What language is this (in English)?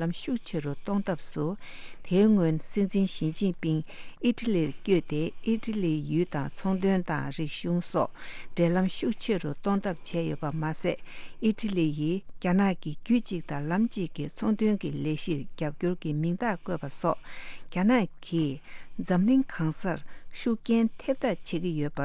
Tibetan